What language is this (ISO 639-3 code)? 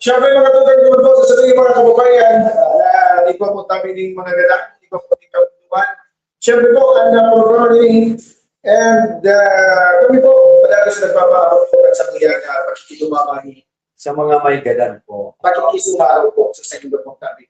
bik